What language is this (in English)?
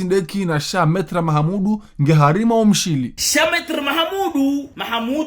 Ngazidja Comorian